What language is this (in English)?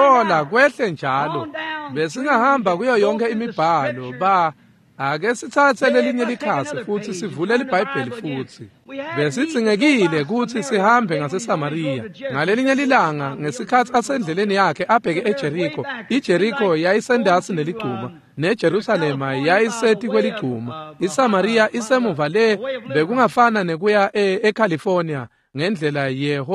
Swati